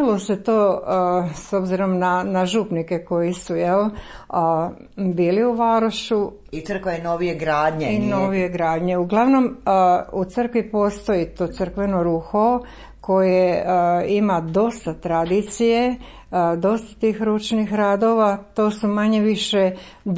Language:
Croatian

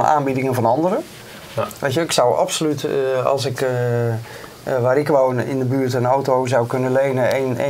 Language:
Dutch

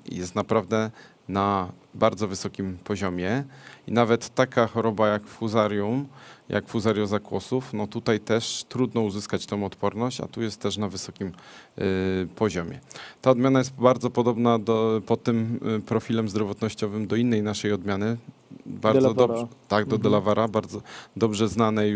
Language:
Polish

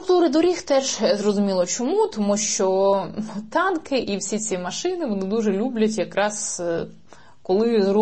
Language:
Ukrainian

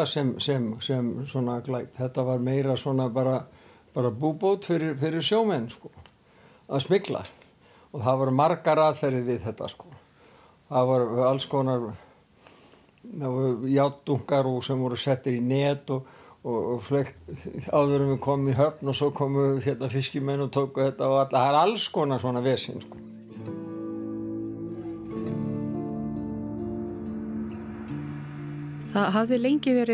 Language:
Icelandic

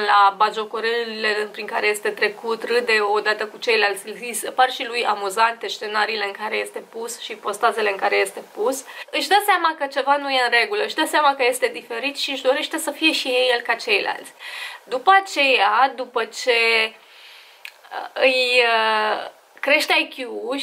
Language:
Romanian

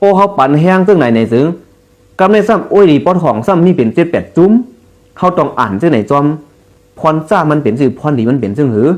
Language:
Shan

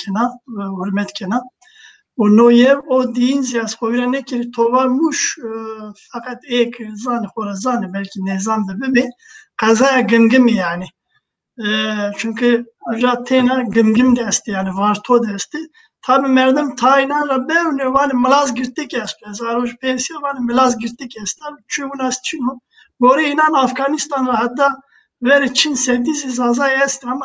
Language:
Zaza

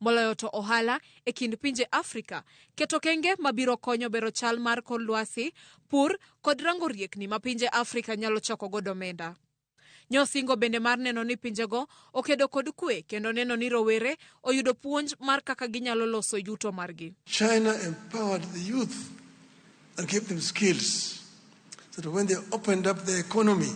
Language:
Luo (Kenya and Tanzania)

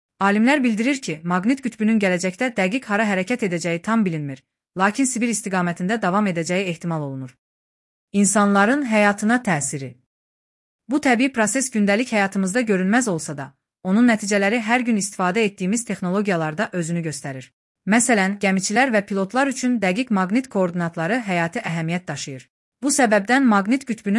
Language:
Azerbaijani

